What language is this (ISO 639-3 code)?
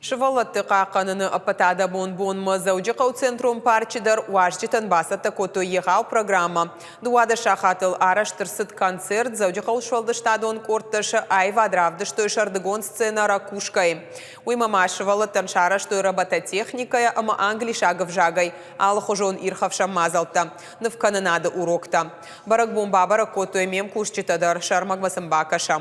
oss